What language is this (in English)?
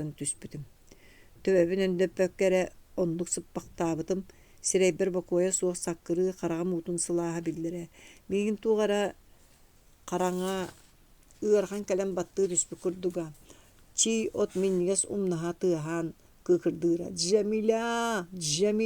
Yakut